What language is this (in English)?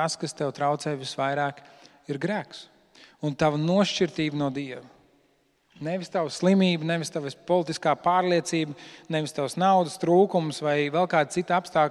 Latvian